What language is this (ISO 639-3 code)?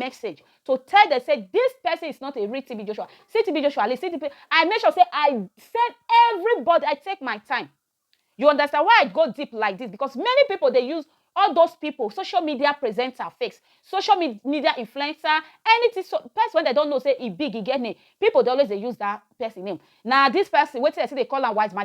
pcm